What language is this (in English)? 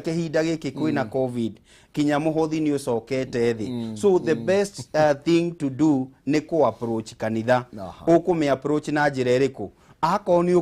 Kikuyu